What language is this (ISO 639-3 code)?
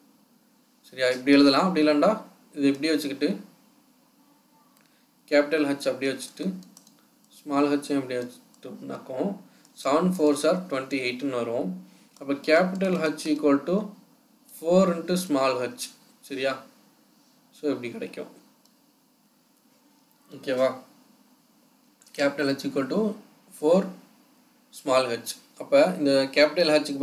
tam